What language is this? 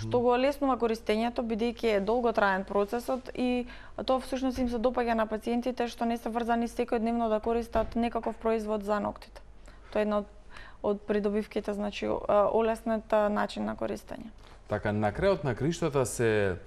Macedonian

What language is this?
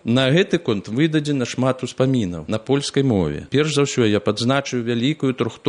Belarusian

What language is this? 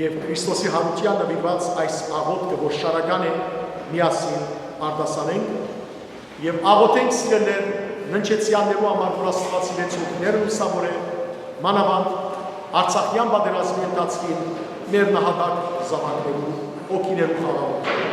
Western Armenian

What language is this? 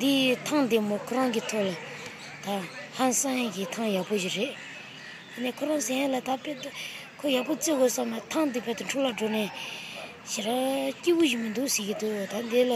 Tibetan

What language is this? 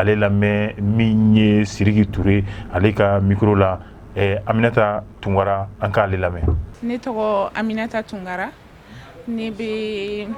Bambara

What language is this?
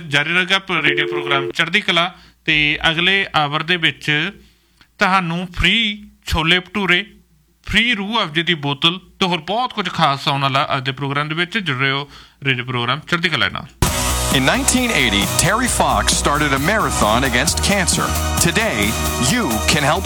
Punjabi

